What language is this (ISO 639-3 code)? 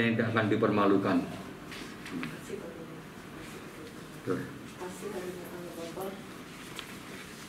ind